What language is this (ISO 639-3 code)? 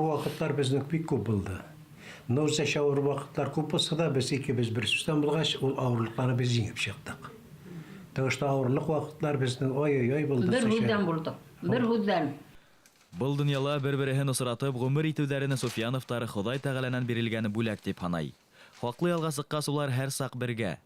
bak